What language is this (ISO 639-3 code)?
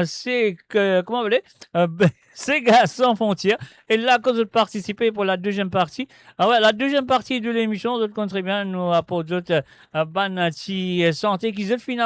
mfe